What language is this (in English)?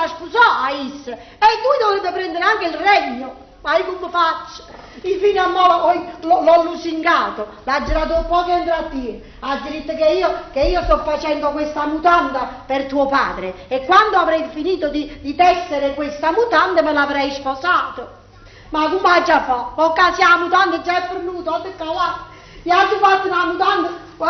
Neapolitan